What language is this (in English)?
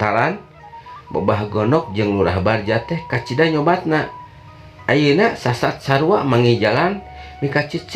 Sundanese